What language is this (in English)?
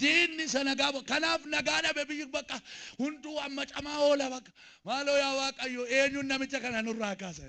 Oromo